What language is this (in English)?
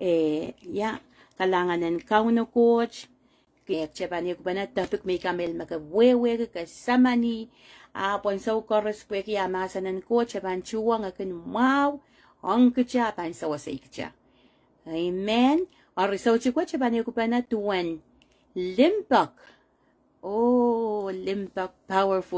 Pohnpeian